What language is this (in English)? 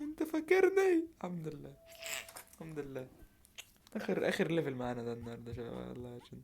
Egyptian Arabic